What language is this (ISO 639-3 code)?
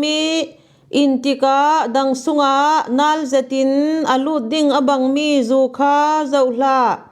cfm